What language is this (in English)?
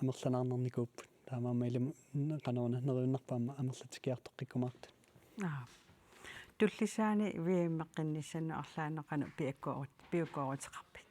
Kalaallisut